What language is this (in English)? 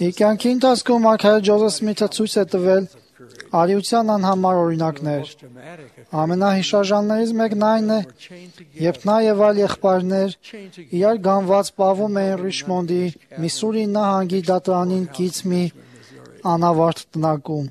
Armenian